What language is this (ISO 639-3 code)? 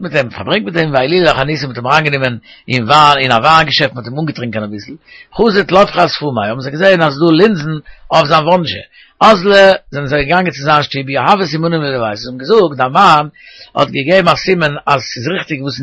yid